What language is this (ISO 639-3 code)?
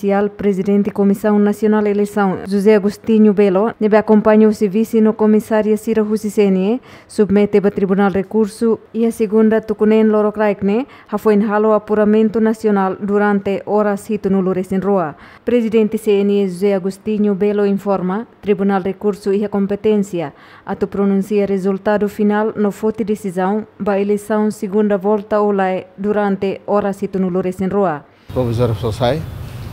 tet